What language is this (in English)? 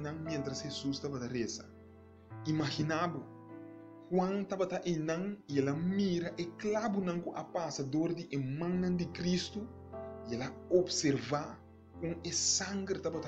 Papiamento